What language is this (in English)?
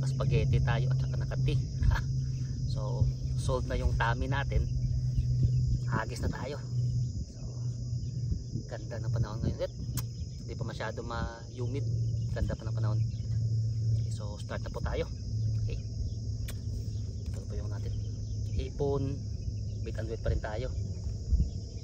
Filipino